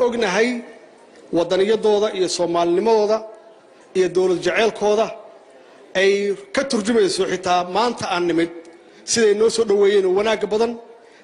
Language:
Somali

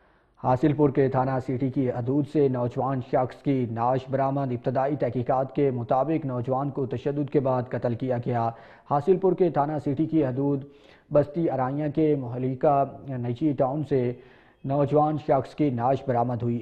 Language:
Urdu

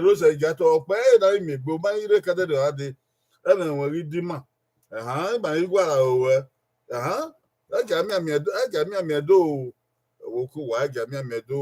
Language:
Bini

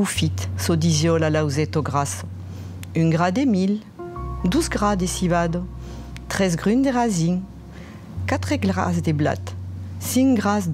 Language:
Occitan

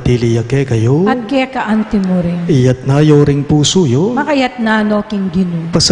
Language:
Pampanga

